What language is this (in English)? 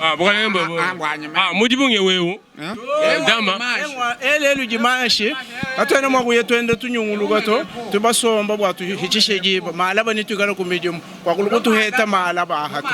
Luba-Lulua